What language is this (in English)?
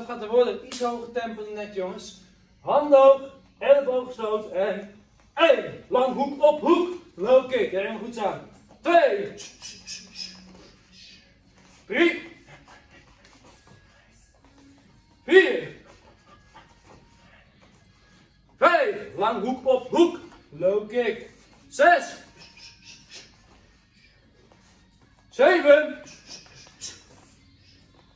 Dutch